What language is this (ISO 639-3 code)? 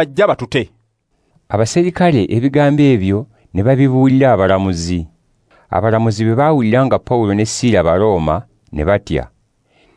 lug